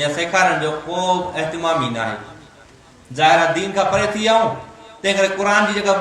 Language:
Sindhi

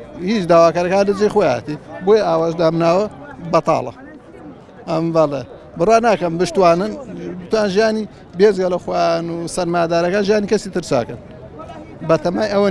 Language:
Central Kurdish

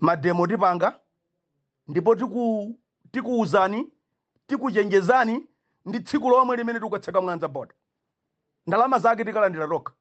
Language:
Nyanja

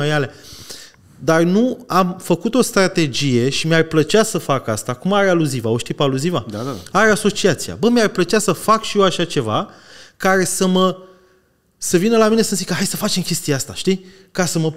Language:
Romanian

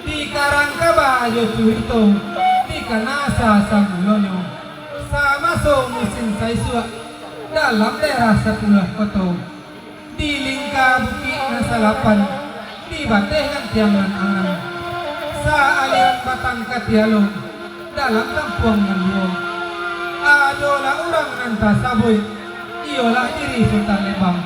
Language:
Minangkabau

